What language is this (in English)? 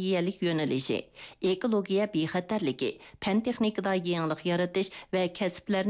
Uyghur